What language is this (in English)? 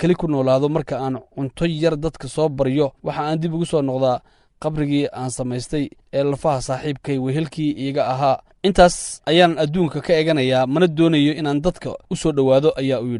Somali